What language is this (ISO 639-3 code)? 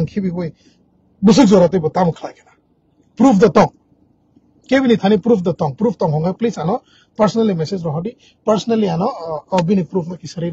trp